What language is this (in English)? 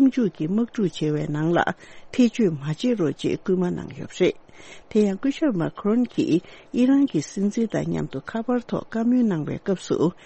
Tibetan